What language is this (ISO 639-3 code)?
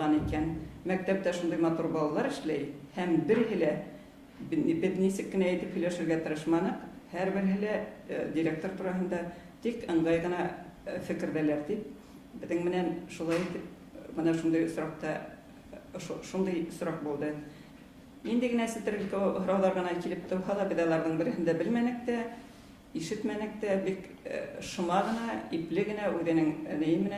bak